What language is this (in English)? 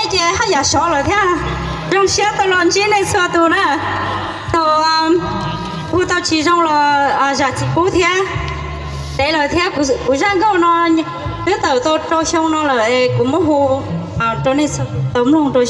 Hmong